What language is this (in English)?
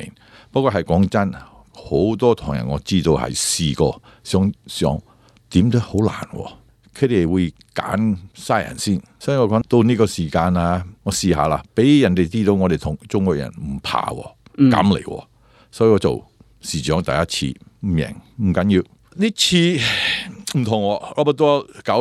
Cantonese